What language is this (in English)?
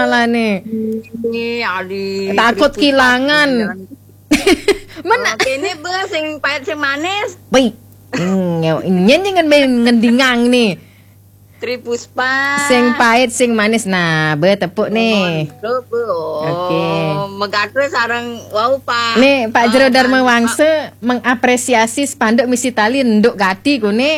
Balinese